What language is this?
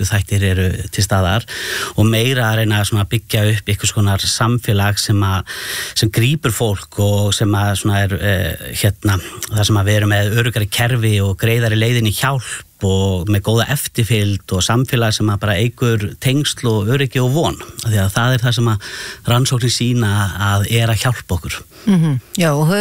Icelandic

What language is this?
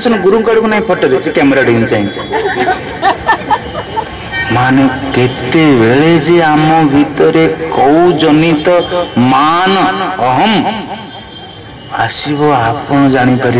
Odia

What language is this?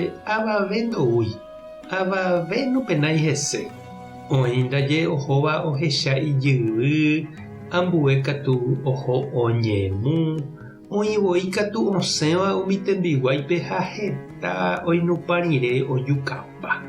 Guarani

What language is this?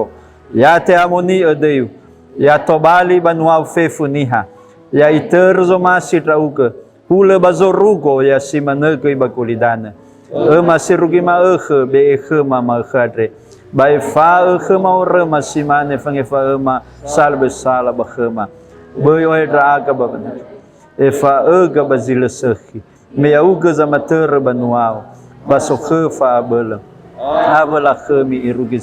Nias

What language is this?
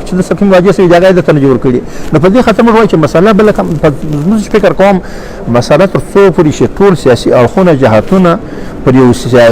Pashto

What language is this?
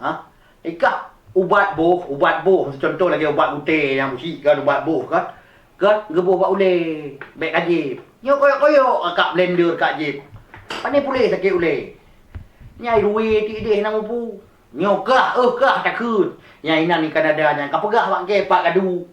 Achinese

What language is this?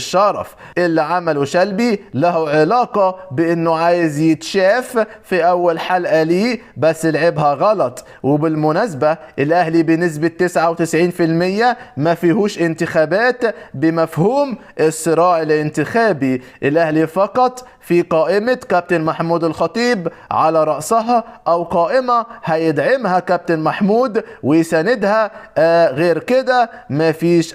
Egyptian Arabic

